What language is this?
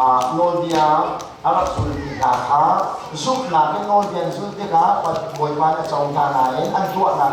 Hakha Chin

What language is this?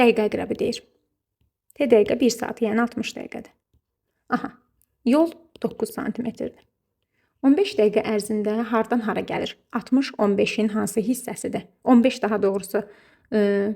Azerbaijani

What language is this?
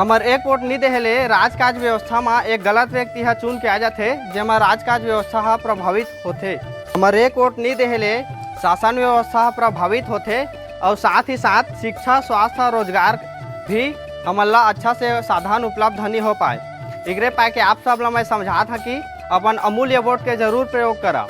Chhattisgarhi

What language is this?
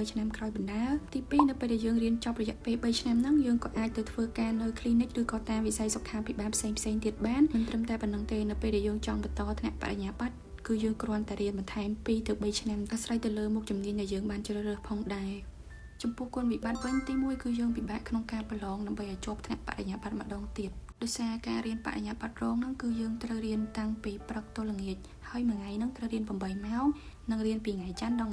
Khmer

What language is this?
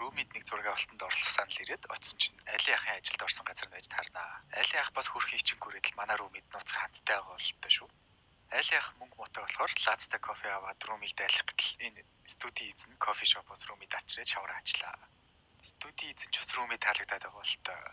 Mongolian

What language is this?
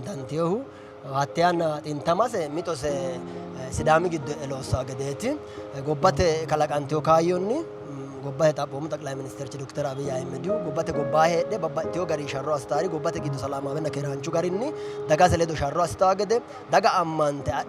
Sidamo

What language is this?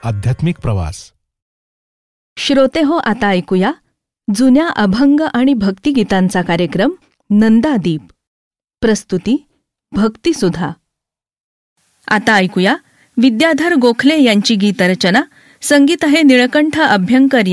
Marathi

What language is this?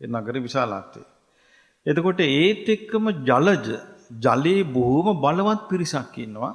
Sinhala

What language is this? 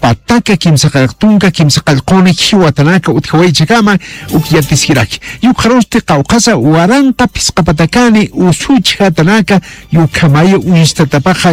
Aymara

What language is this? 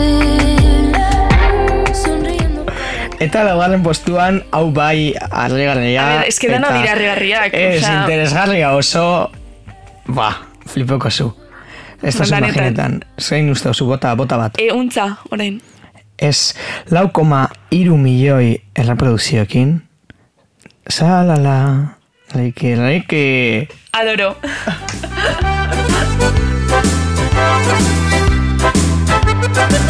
Basque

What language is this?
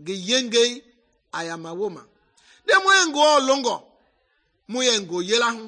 Mende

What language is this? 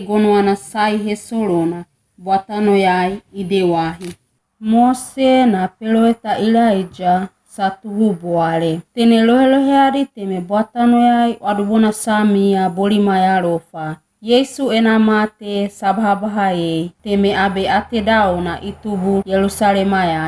Wagawaga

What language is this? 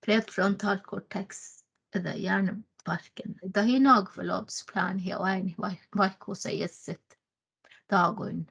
Northern Sami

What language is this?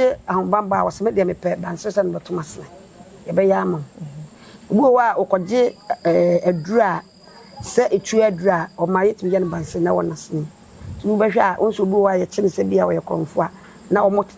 Akan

